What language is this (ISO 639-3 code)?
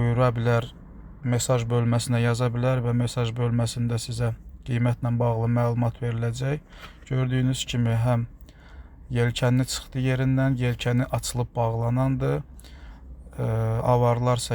aze